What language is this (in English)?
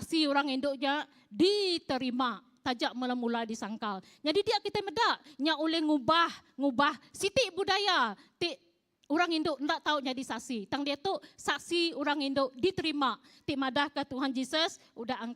Iban